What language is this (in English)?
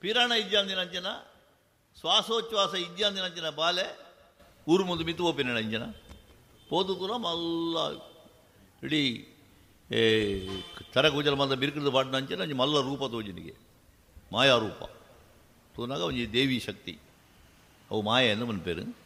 Tulu